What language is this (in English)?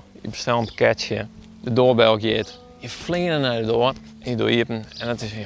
Western Frisian